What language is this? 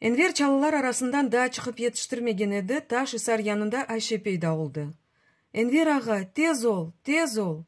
Crimean Tatar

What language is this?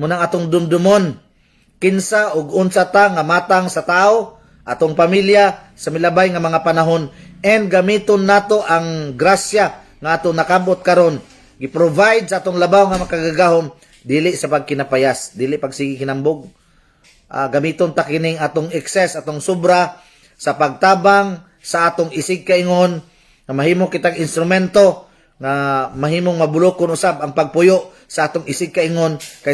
Cebuano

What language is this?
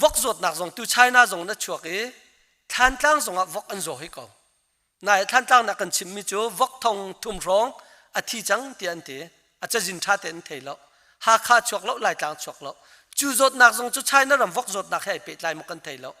Hakha Chin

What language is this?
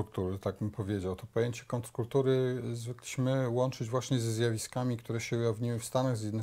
Polish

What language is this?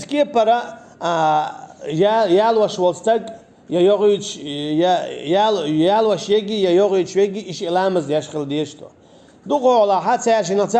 Chechen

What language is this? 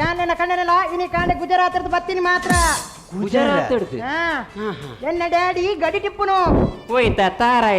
Tulu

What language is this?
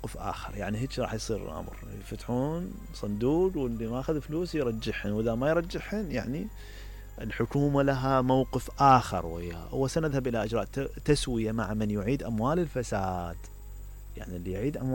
Mesopotamian Arabic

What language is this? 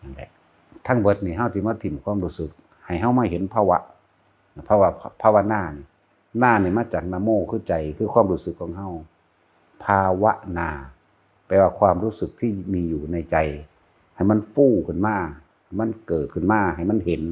Northeastern Thai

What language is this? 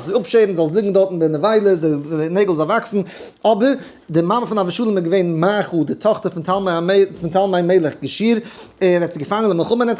Yiddish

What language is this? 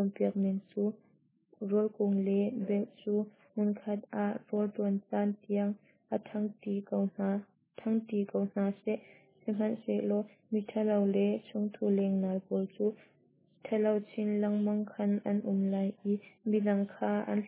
Hakha Chin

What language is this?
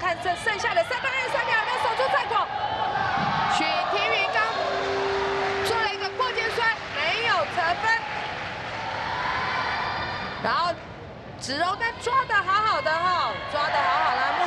Chinese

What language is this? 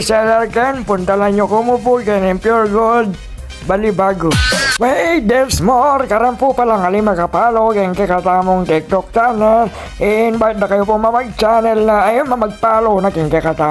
Pampanga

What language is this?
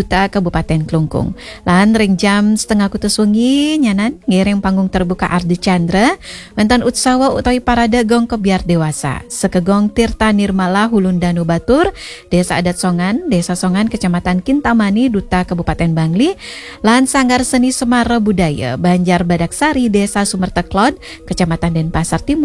Balinese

